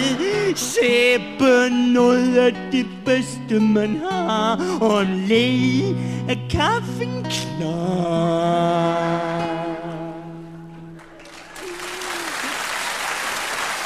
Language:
Danish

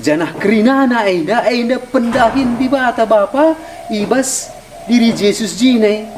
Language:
Batak Karo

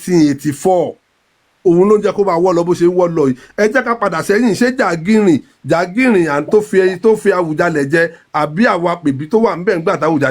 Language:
Yoruba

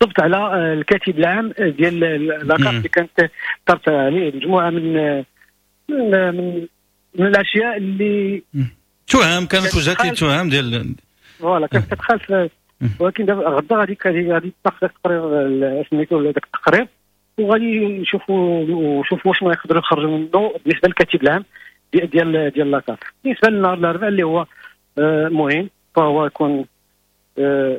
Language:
Moroccan Arabic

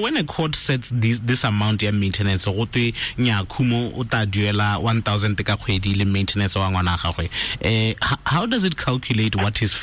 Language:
Tswana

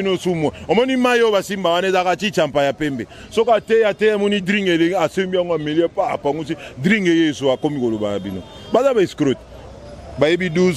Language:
Lingala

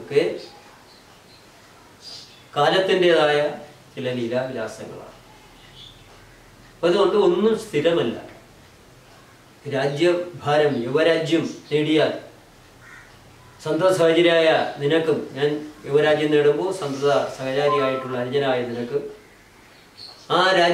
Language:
Malayalam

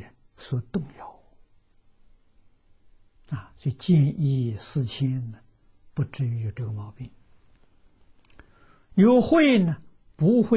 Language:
Chinese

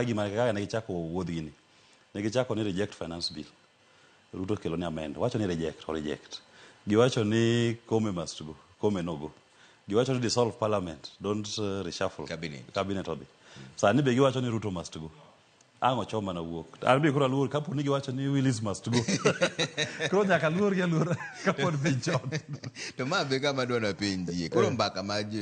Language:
Luo (Kenya and Tanzania)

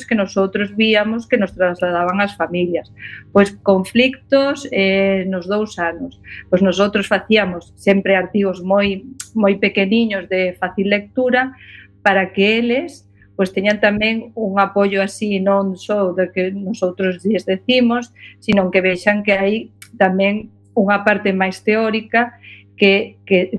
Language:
Galician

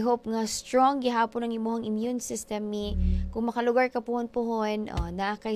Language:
Cebuano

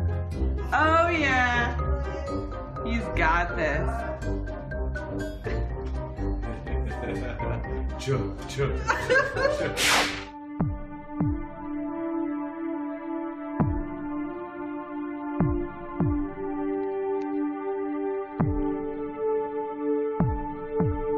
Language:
Basque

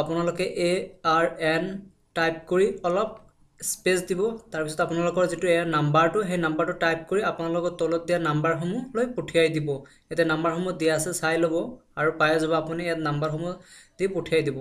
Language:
Assamese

